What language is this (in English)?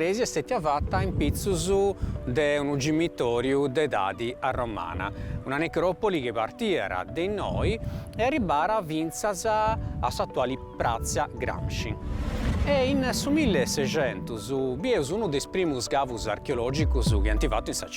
Sardinian